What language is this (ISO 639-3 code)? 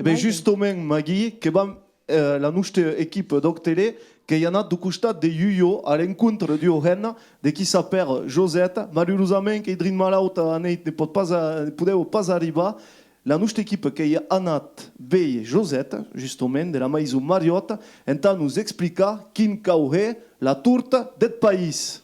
oci